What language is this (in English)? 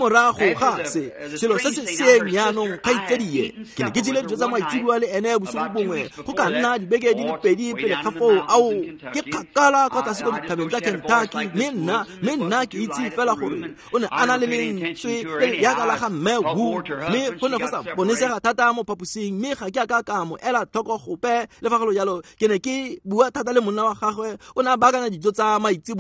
Tswana